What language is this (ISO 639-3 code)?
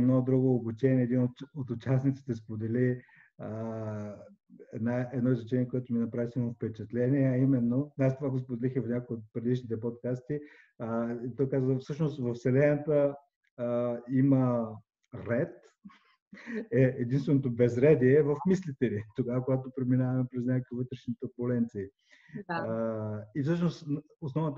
bul